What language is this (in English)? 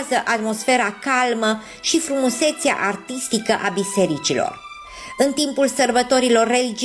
Romanian